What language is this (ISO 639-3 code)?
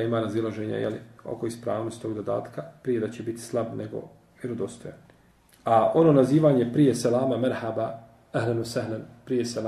bos